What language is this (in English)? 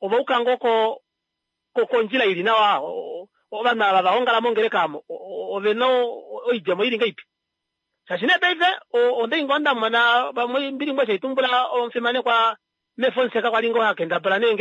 Kuanyama